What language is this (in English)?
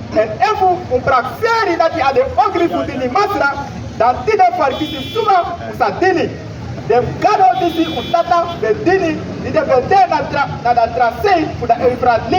Sranan Tongo